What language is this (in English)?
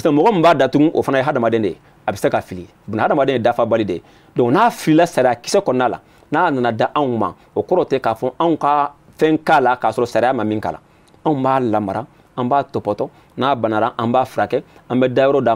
Bambara